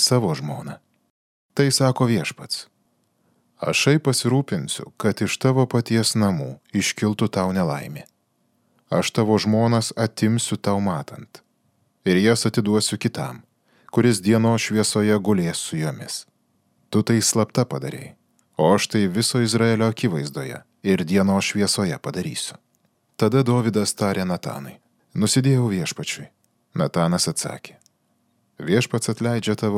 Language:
Lithuanian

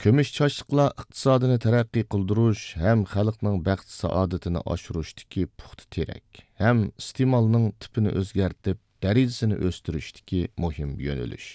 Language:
Uyghur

